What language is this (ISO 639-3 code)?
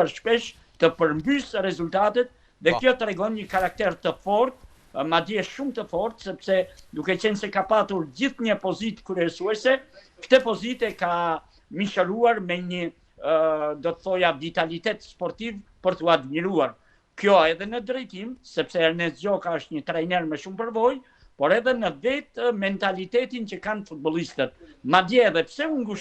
sqi